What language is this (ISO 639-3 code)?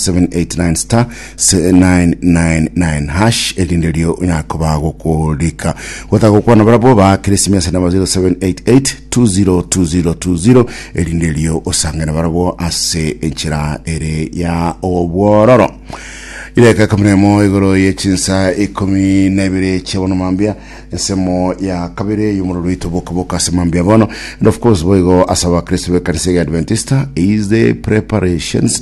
guz